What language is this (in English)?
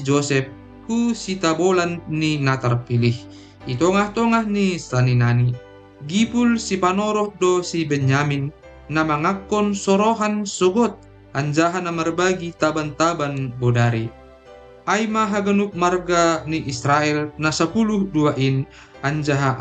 Batak Simalungun